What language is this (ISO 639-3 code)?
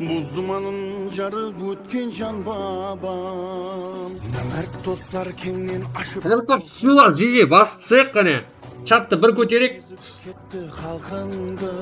kaa